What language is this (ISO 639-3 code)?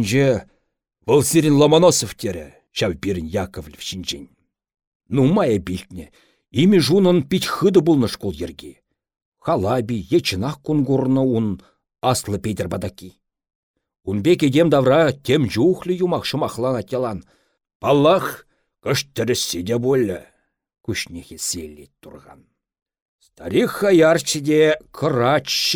chv